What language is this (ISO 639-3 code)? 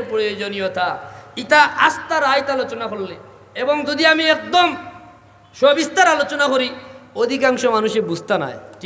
syl